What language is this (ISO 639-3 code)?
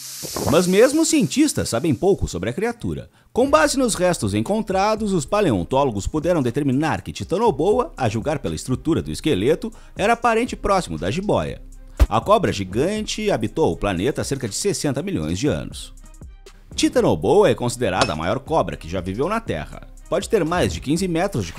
por